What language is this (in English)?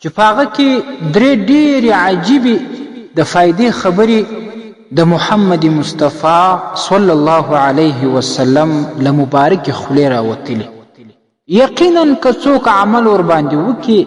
Pashto